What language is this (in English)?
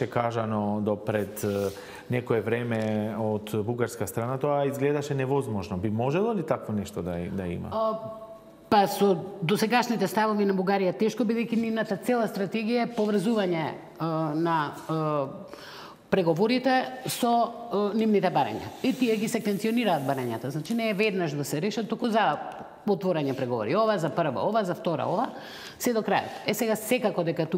Macedonian